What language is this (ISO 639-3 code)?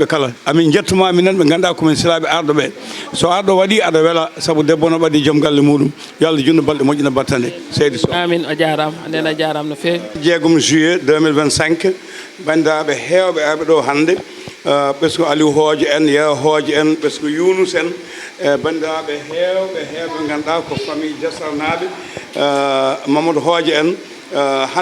ful